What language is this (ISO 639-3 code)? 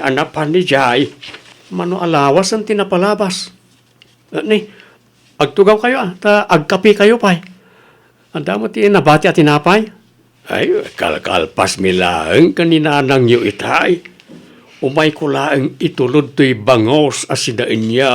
ilo